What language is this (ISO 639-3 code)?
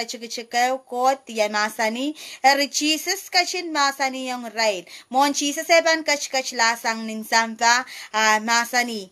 pon